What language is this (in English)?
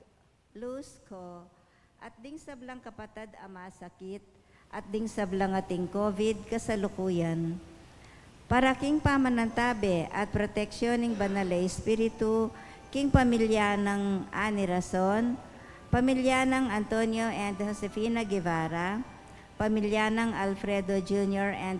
Pampanga